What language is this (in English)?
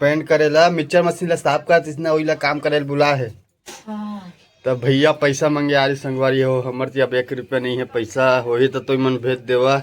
Chhattisgarhi